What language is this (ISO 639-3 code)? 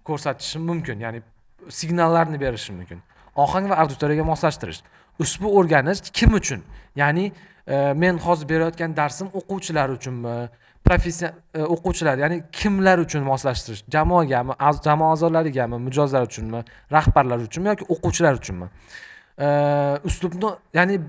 uzb